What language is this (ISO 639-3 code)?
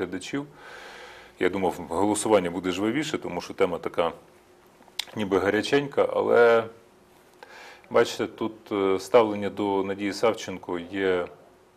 ukr